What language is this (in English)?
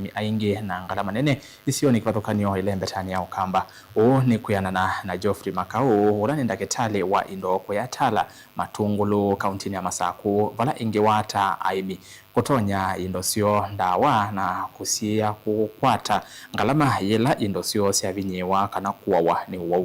Kamba